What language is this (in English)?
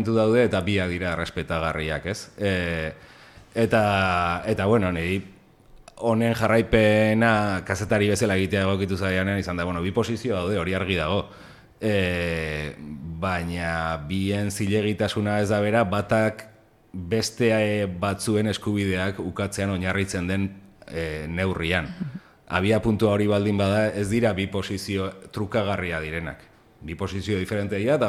Basque